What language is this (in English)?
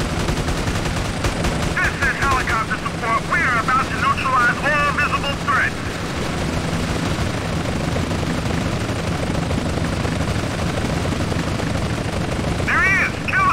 English